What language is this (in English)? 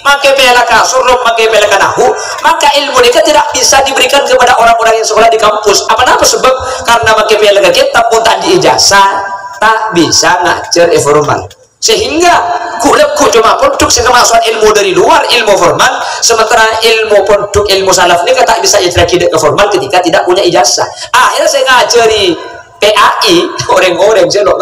Madurese